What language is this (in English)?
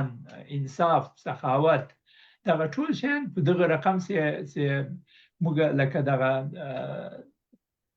Pashto